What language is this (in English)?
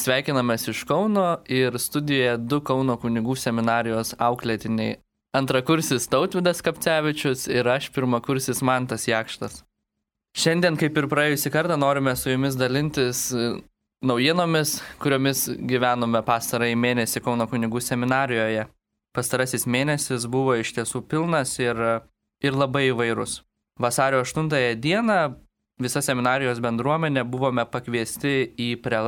Lithuanian